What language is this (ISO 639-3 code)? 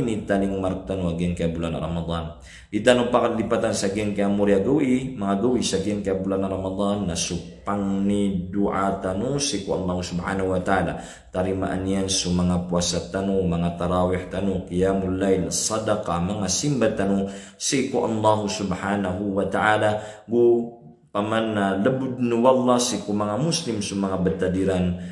mrw